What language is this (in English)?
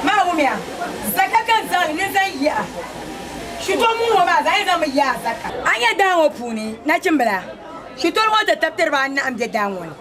Dagbani